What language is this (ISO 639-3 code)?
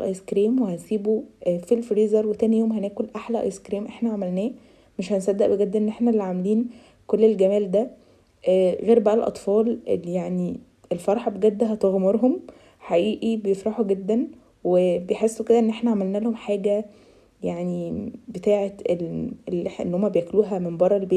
arz